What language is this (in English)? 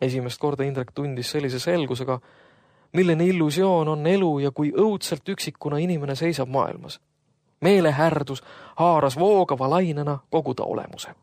Estonian